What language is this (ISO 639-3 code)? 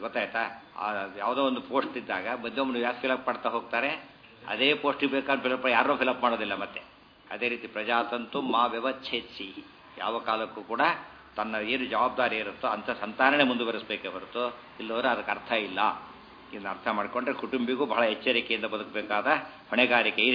kan